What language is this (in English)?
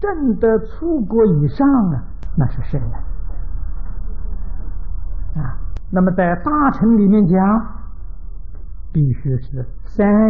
Chinese